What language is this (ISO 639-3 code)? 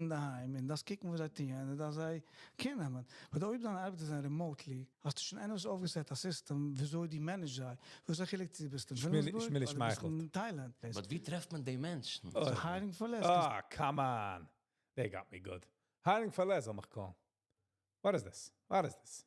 yid